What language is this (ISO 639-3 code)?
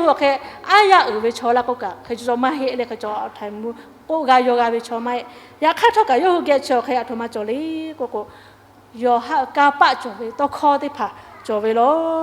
lhu